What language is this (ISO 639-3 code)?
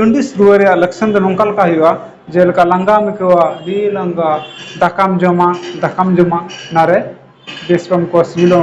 sat